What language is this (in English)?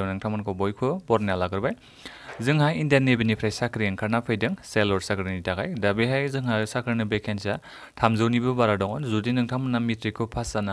Bodo